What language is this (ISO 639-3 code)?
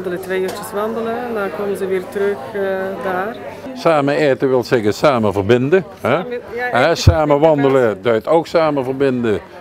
lim